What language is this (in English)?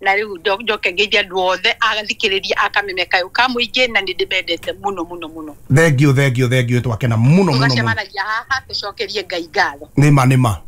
Kikuyu